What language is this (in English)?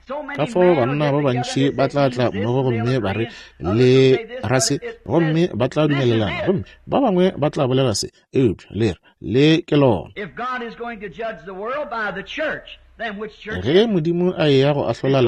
Northern Sotho